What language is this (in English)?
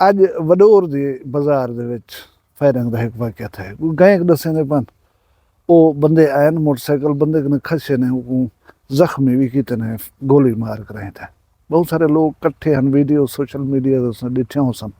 Saraiki